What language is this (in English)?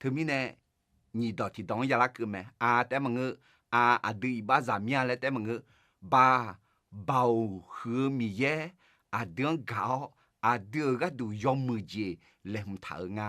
Akha